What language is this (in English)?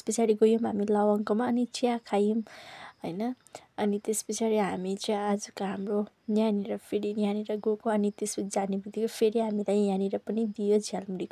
Nepali